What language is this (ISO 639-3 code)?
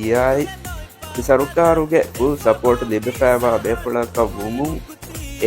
div